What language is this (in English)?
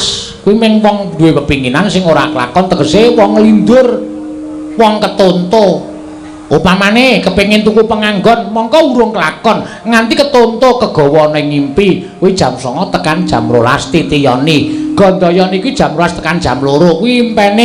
Javanese